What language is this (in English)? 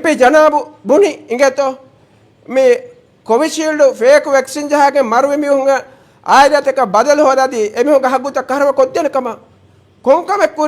Divehi